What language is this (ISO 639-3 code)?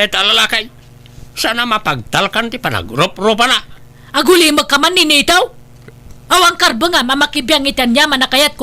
ilo